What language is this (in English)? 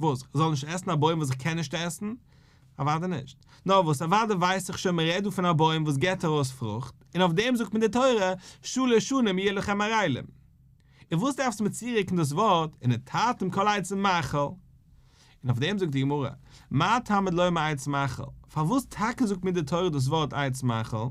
Yiddish